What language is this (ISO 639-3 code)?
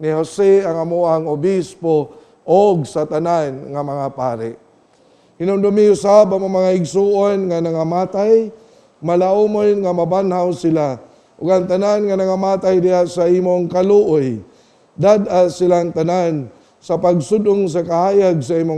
ceb